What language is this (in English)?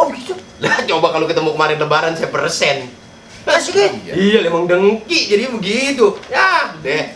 Betawi